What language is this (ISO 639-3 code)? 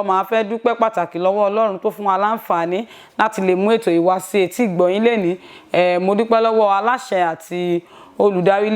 yor